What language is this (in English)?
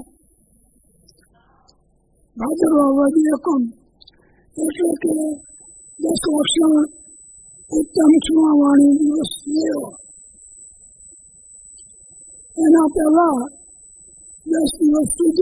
Gujarati